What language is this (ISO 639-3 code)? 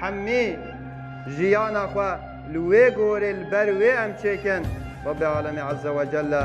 kur